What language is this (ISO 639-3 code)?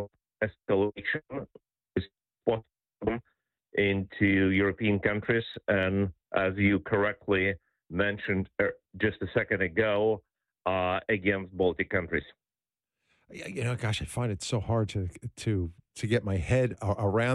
eng